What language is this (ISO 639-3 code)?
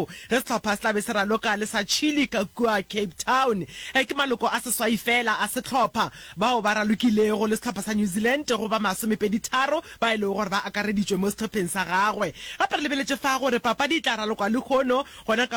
nso